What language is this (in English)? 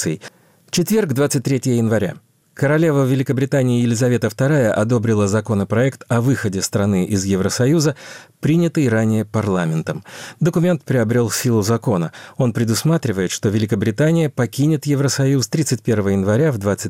Russian